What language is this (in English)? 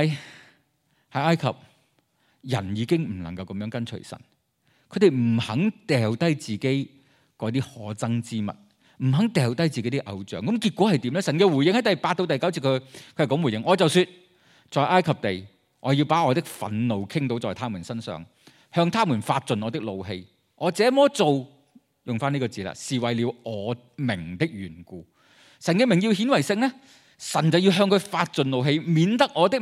Cantonese